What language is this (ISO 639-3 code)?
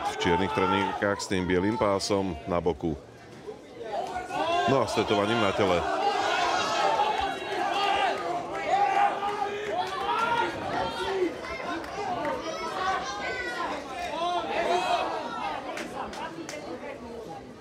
slk